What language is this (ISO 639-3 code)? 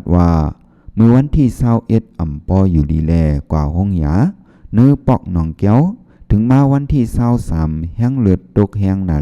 shn